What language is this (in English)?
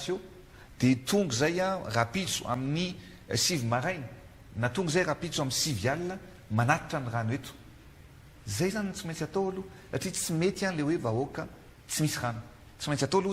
Malagasy